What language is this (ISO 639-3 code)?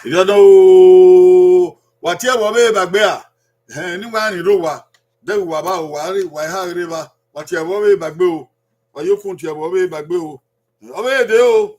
bin